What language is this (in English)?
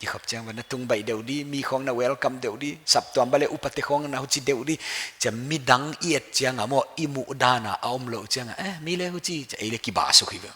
Paite Chin